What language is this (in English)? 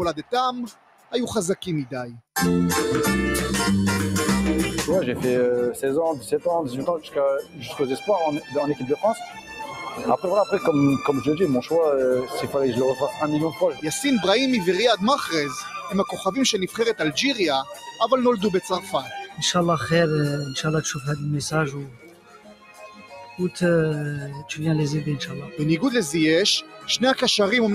Hebrew